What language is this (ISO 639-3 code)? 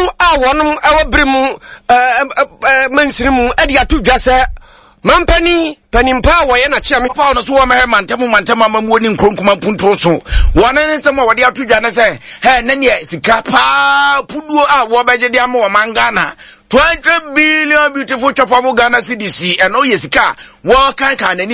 aka